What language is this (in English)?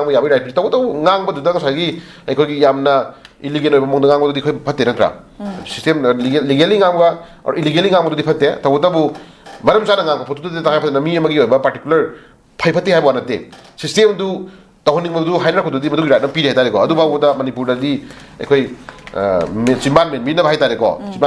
Manipuri